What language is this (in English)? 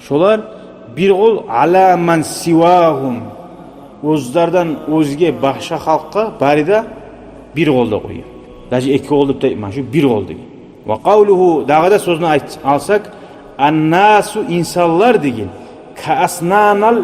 Kumyk